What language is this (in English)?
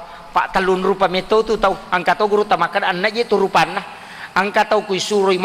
Buginese